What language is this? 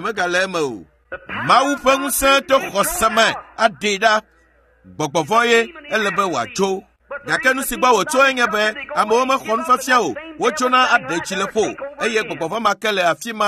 Ewe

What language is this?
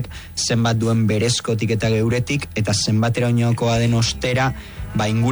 Basque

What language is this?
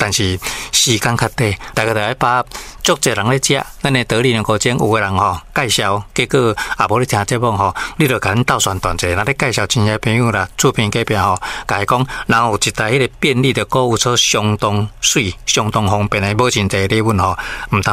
Min Nan Chinese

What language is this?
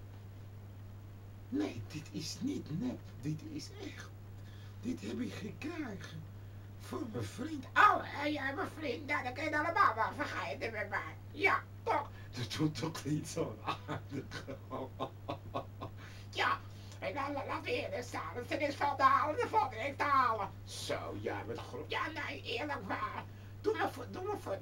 Dutch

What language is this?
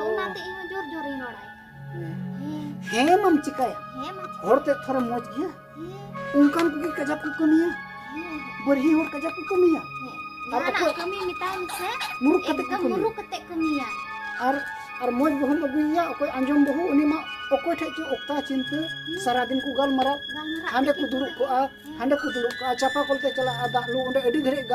Santali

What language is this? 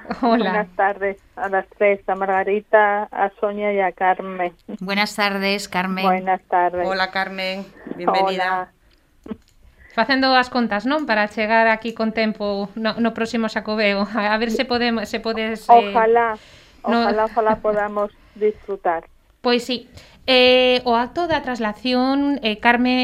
Galician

